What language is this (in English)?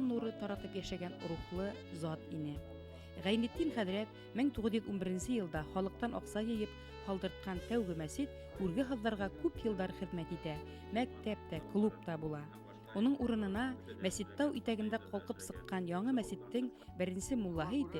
Bashkir